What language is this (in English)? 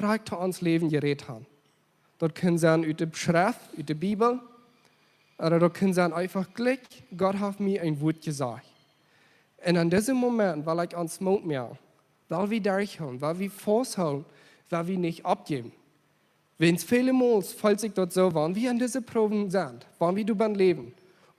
Plautdietsch